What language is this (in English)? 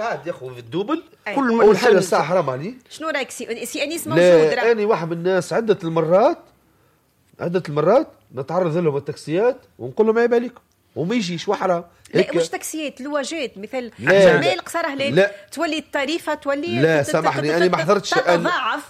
Tunisian Arabic